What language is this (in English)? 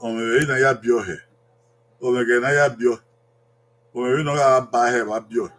Bini